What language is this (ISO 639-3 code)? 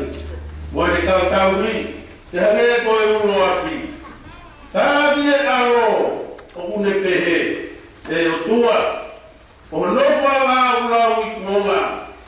ton